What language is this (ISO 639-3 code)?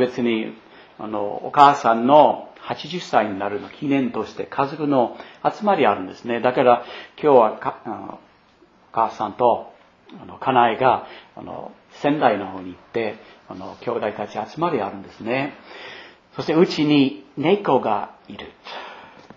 jpn